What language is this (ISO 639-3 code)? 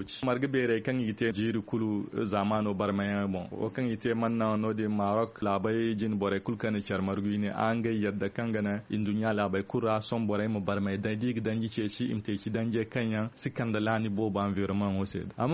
dje